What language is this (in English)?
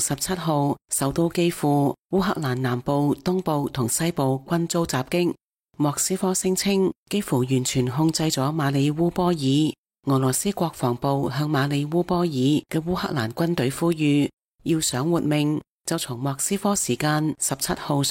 Cantonese